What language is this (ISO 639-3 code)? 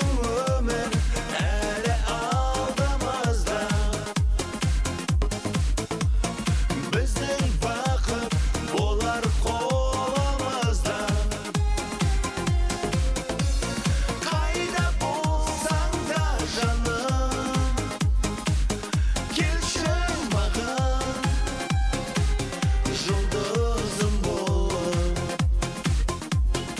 kaz